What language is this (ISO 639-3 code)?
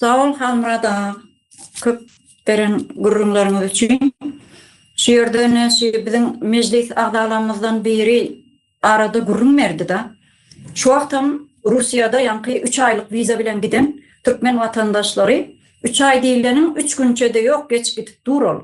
tuk